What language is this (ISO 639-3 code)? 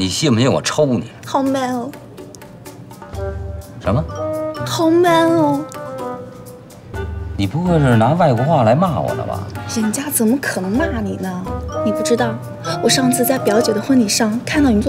zho